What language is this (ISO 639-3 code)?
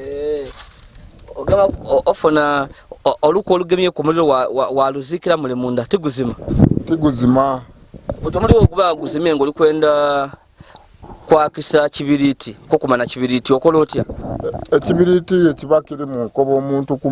lug